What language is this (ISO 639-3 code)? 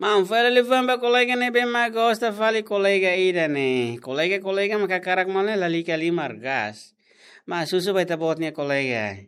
tet